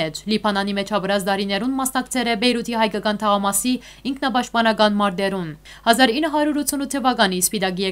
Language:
Western Armenian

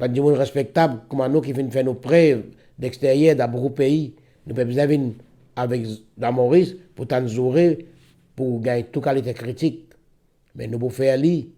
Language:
Morisyen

